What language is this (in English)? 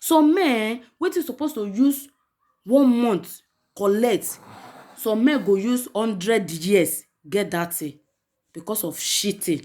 Nigerian Pidgin